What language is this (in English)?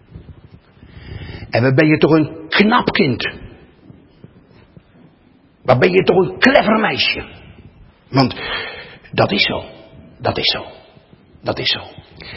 Dutch